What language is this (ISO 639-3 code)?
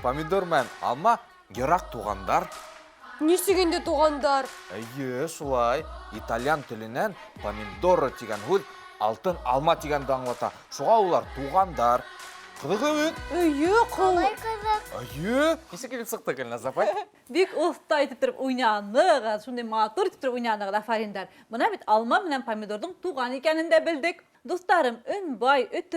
bak